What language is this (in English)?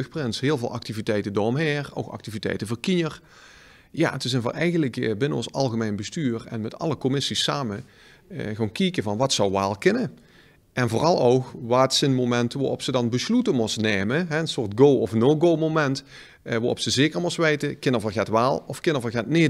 Limburgish